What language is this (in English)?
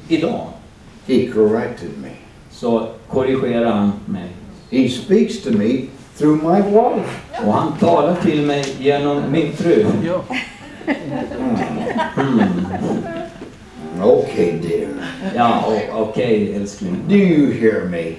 Swedish